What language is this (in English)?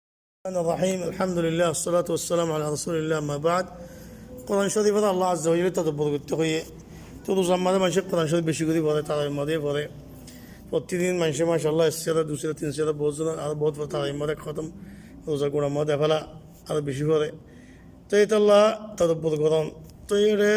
Rohingya